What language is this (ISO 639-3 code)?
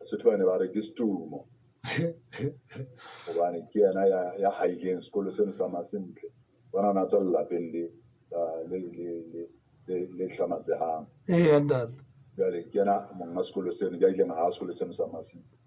sot